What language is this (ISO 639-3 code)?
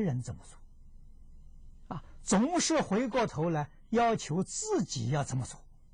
zho